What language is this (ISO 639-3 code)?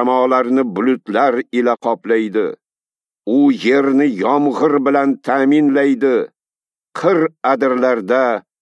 uzb